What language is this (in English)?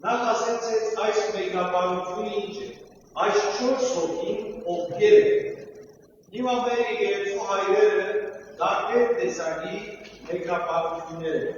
Western Armenian